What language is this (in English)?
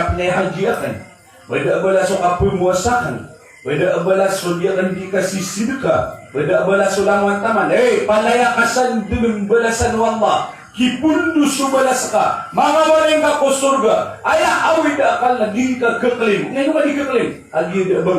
Maranao